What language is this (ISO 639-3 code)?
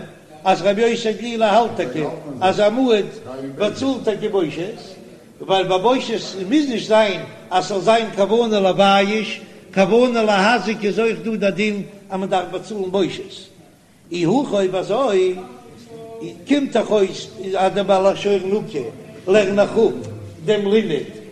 yid